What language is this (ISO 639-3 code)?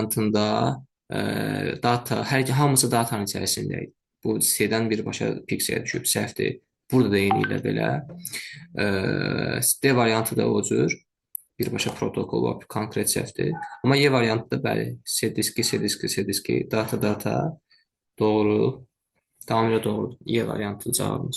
aze